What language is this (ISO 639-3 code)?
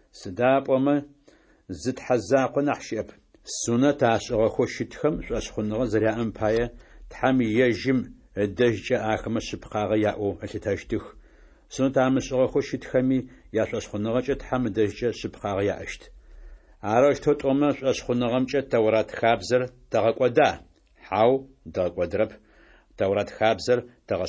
ady